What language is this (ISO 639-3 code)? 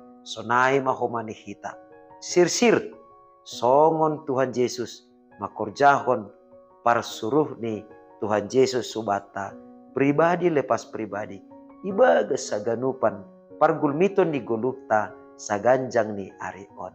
bts